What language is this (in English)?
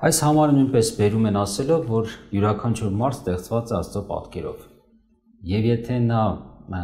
Armenian